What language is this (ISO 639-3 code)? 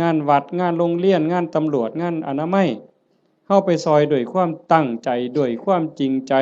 tts